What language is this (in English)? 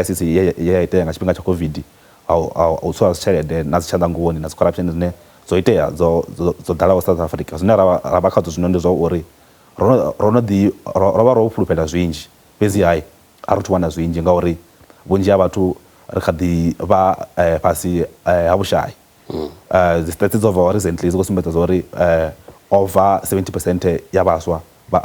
Venda